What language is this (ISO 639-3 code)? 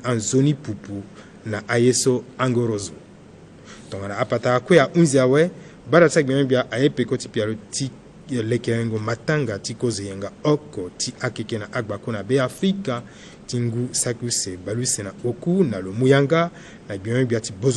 sag